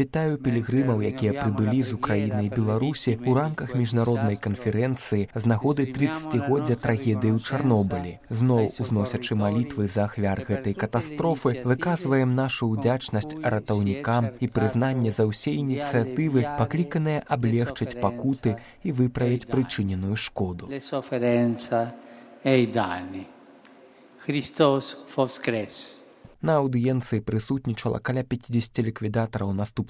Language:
Belarusian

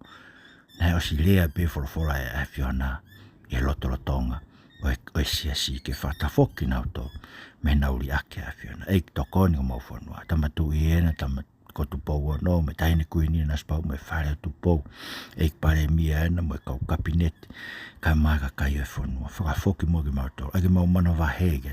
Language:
Tongan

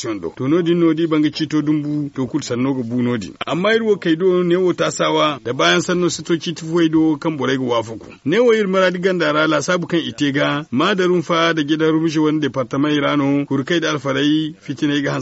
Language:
Zarma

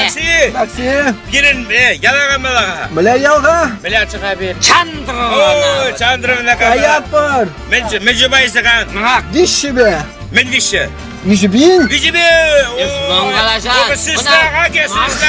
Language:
Chuvash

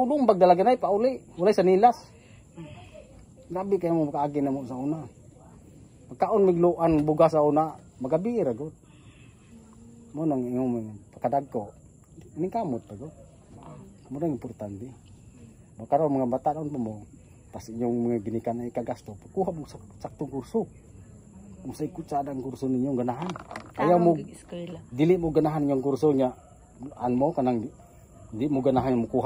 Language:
Cebuano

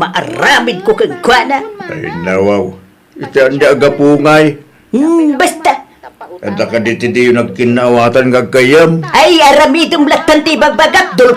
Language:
Iloko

